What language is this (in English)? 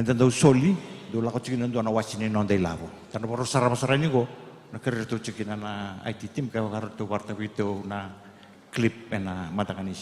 Fijian